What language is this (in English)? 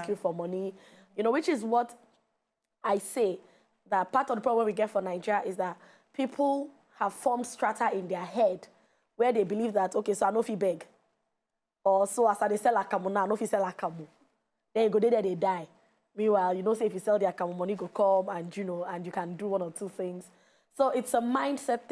Nigerian Pidgin